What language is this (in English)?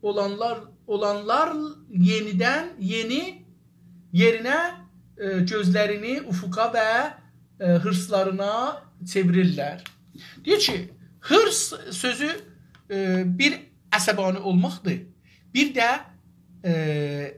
South Azerbaijani